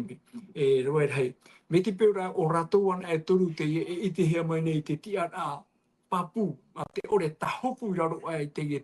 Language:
Tahitian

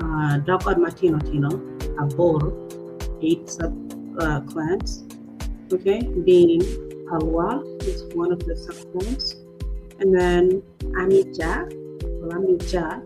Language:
Acoli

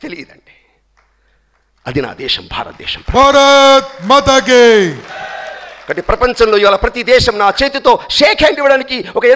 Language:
Telugu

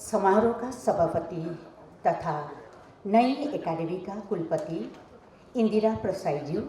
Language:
Nepali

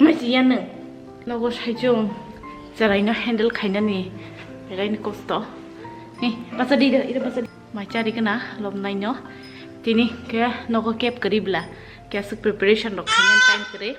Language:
Kok Borok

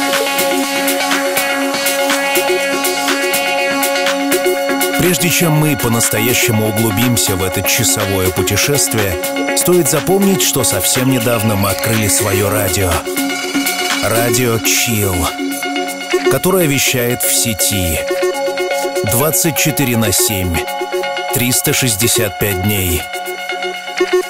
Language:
Russian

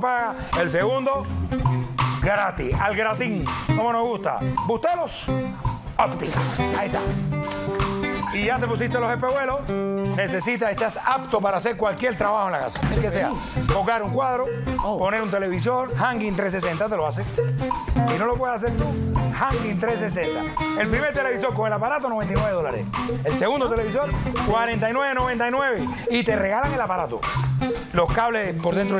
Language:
Spanish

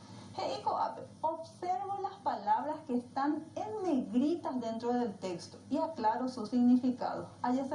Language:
Guarani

